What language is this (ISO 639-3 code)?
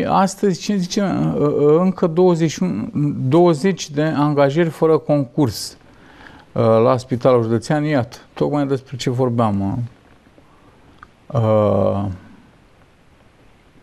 ron